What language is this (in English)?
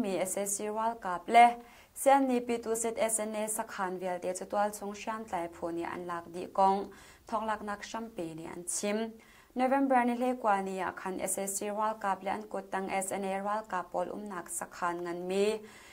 Hakha Chin